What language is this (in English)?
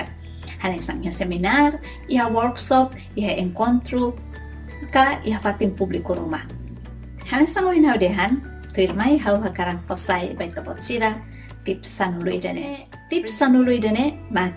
Tetum